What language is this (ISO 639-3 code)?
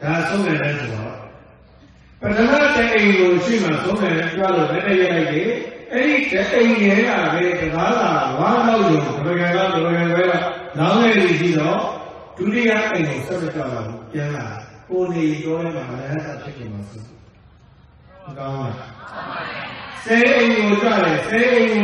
mya